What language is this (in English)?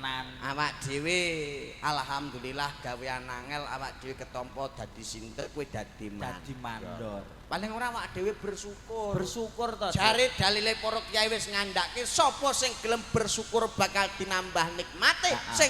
Javanese